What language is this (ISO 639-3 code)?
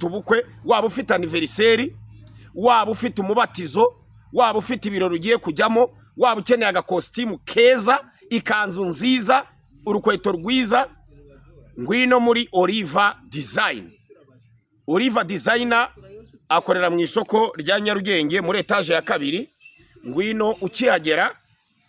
kin